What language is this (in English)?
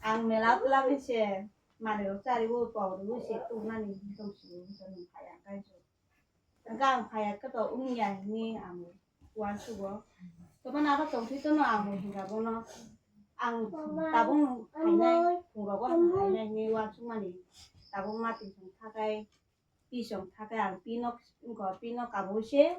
Kok Borok